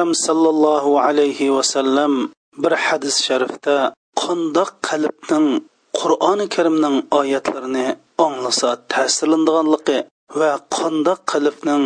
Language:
Uyghur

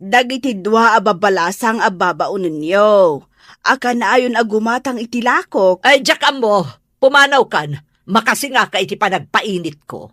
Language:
Iloko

